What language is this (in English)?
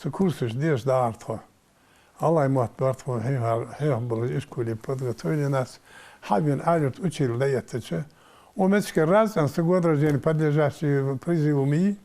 Ingush